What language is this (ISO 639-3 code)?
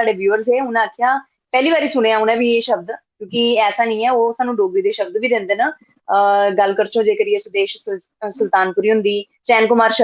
doi